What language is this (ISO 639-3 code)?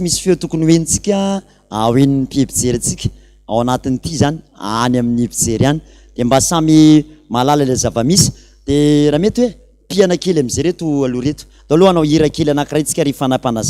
mlg